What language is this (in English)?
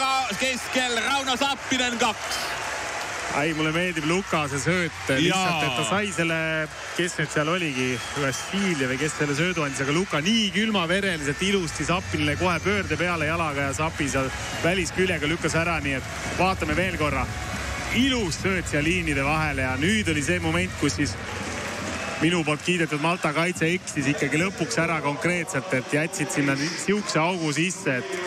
Estonian